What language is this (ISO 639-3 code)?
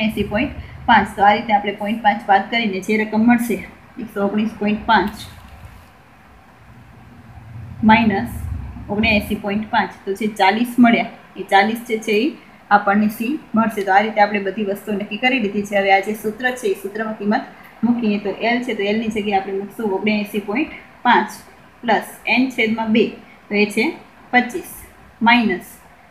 guj